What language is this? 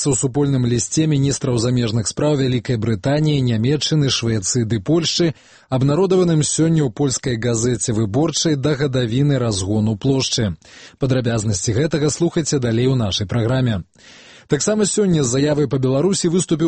Belarusian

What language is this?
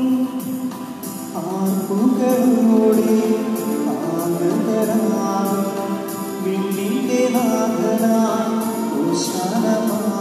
Malayalam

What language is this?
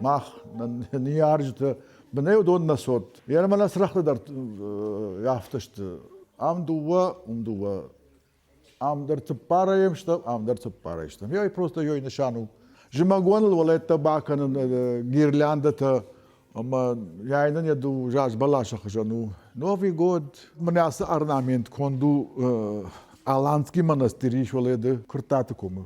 Ossetic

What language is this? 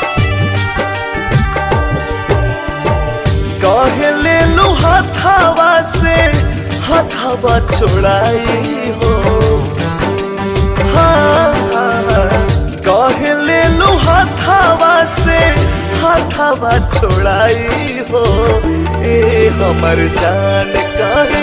Bhojpuri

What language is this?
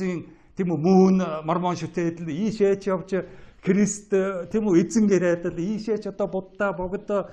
Mongolian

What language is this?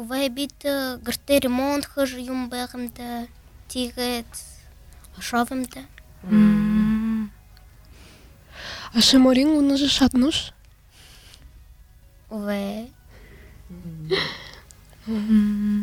Buriat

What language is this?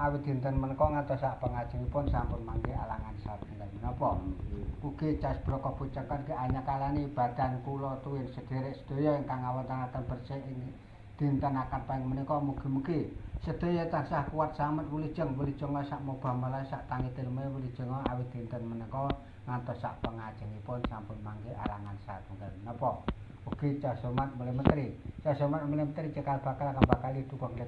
Javanese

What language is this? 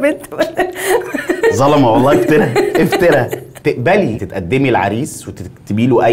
Egyptian Arabic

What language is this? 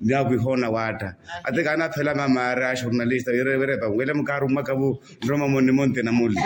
Makhuwa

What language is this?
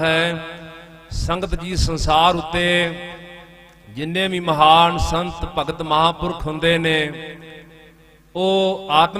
Punjabi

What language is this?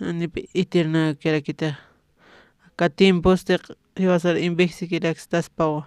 Aymara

